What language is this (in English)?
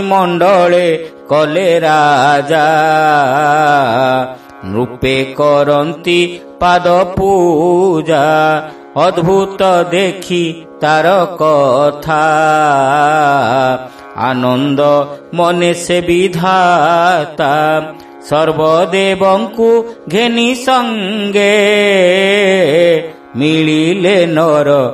Odia